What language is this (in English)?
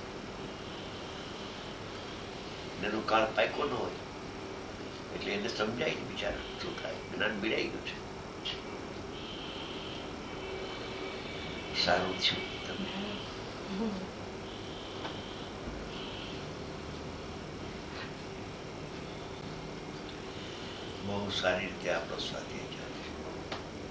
Gujarati